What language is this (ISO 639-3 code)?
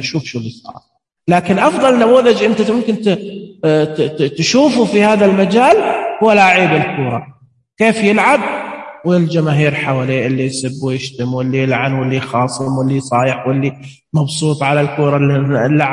ars